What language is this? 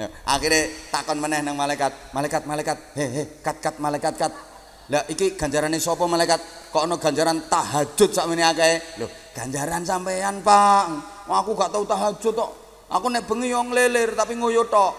Javanese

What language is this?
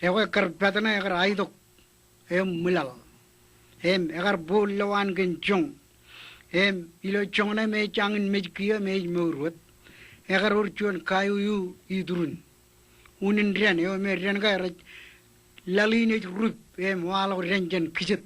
Marshallese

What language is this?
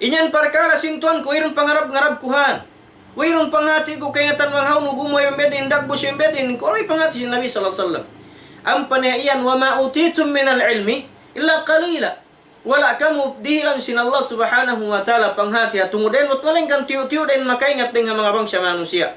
Tausug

